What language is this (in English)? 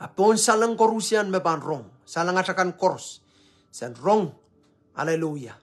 Pohnpeian